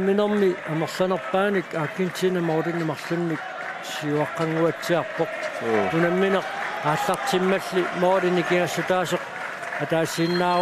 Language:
Kalaallisut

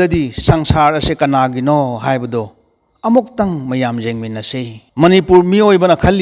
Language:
Manipuri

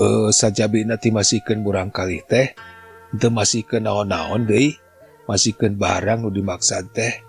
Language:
Sundanese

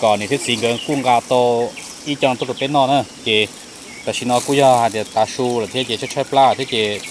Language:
Hmong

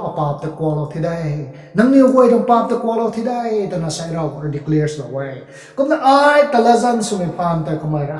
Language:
Rongmei Naga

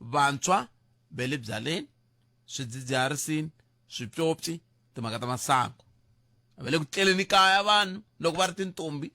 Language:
Tsonga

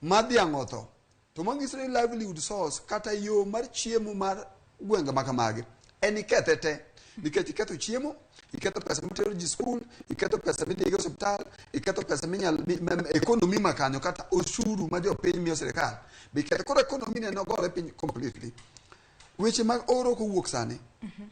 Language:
Luo (Kenya and Tanzania)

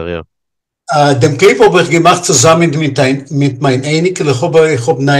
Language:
Yiddish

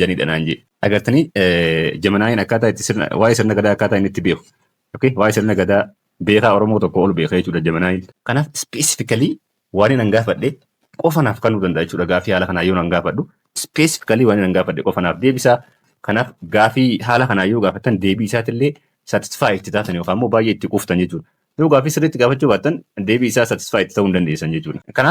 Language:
Oromo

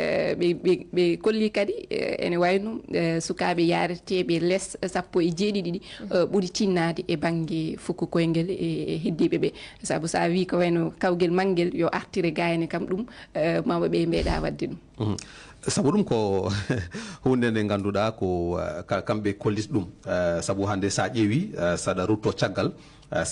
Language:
Fula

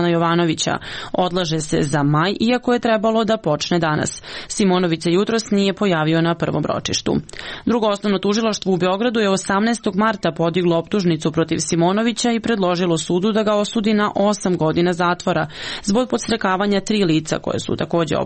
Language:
Serbian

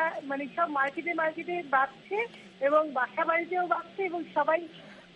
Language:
Bangla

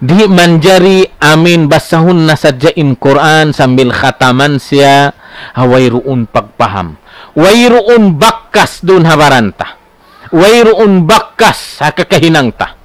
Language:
Tausug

